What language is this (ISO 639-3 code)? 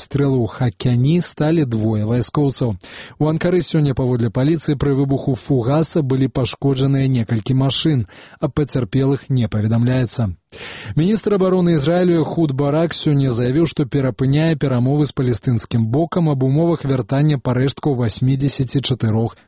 bel